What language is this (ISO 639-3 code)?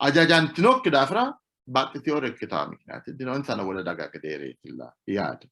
sid